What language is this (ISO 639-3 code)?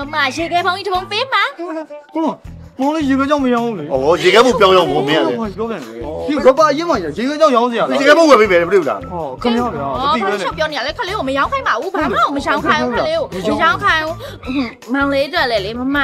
mya